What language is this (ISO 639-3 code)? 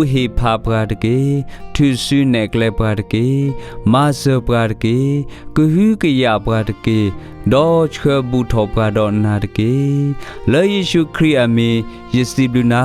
ksw